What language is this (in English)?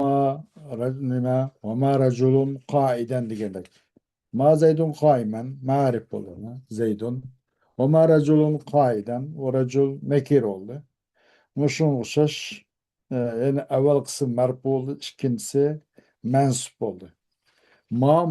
Uyghur